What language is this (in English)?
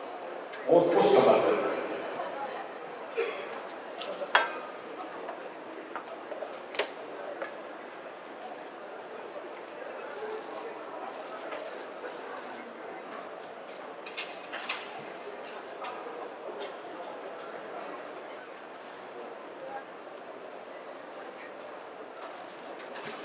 Japanese